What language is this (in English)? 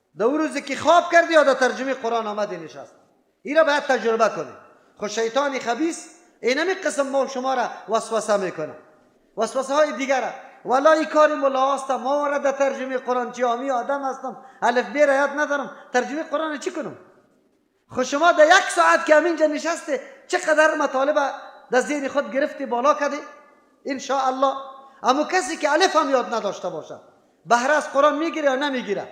Persian